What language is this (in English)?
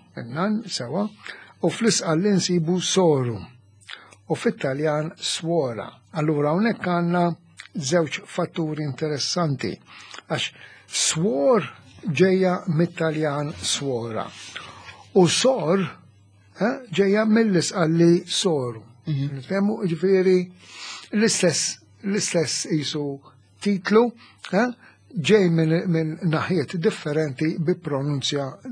Maltese